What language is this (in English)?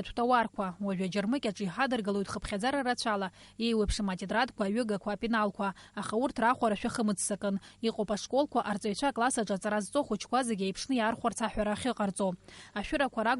Abkhazian